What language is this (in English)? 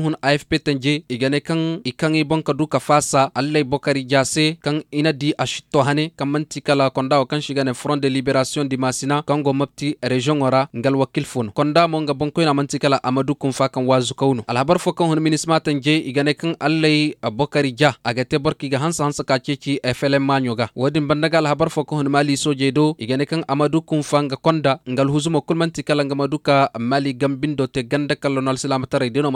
Koyraboro Senni